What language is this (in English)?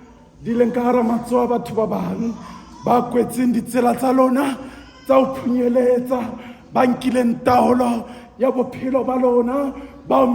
Southern Sotho